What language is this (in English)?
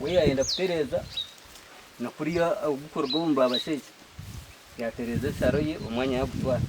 Nyankole